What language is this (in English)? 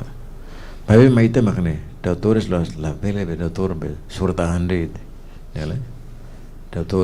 Tetum